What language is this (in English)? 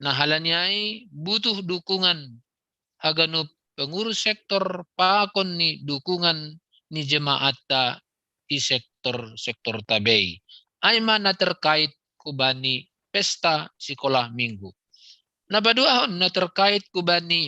Batak Simalungun